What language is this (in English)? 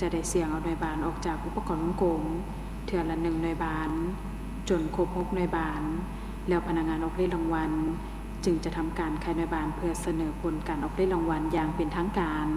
Lao